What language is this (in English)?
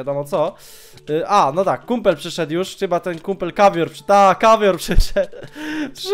Polish